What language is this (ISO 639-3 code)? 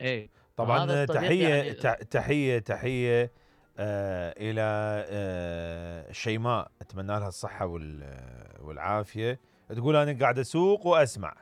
acm